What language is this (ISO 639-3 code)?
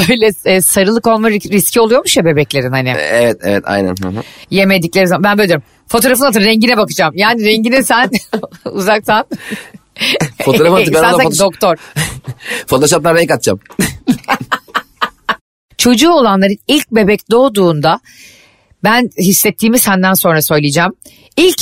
tur